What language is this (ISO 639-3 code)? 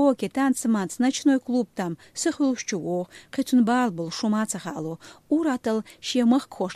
che